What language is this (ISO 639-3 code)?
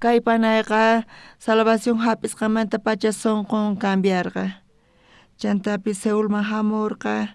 quh